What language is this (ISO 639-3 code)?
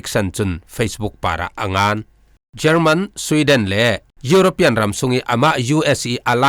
cfm